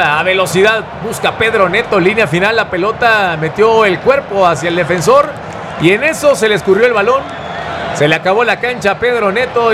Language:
Spanish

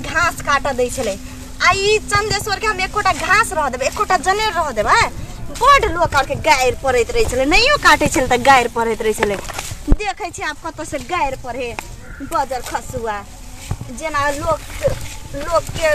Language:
Maithili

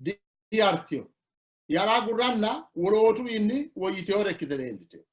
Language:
Sidamo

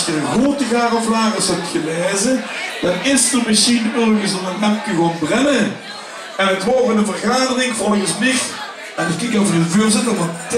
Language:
Limburgish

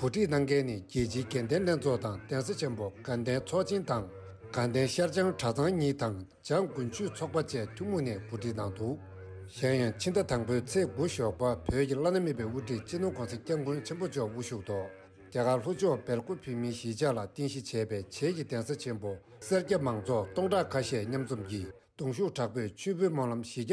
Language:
Tibetan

